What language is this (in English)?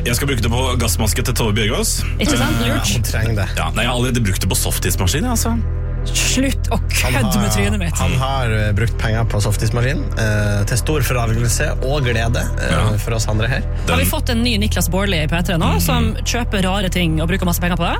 Norwegian